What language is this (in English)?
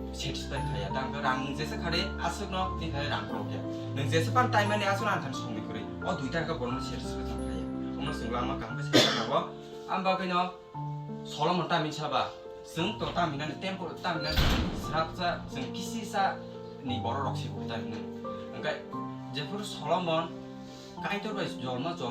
Kok Borok